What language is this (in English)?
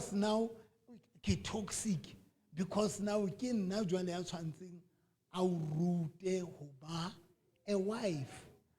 Southern Sotho